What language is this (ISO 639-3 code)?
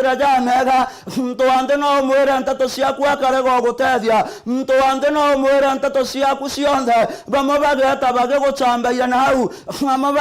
mer